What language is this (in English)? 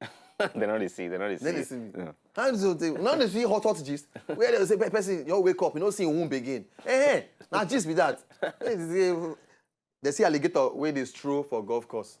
Nigerian Pidgin